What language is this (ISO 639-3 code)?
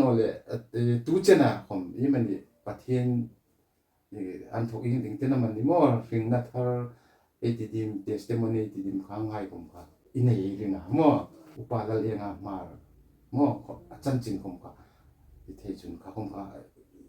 hmr